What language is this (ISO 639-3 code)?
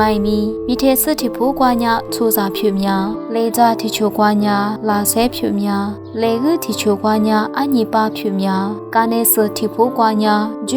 lis